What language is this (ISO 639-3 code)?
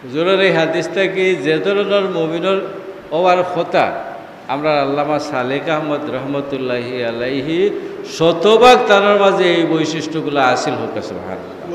syl